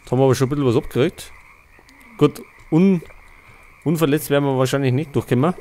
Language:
Bavarian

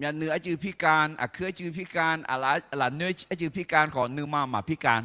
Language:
Akha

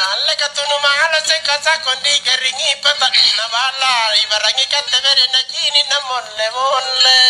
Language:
Makasar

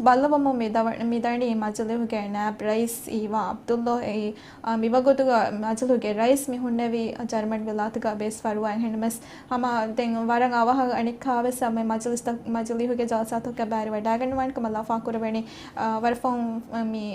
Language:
Divehi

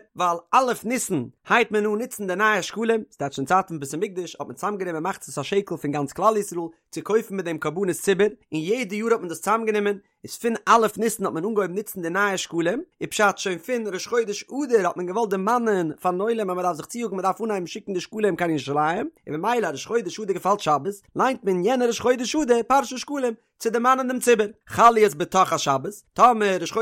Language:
Yiddish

